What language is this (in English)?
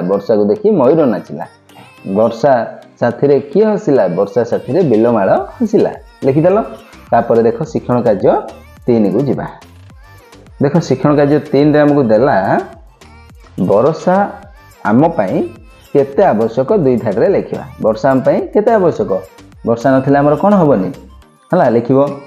Odia